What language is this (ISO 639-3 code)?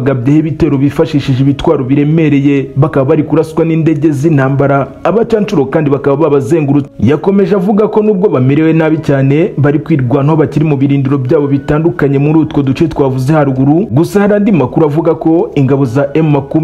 kin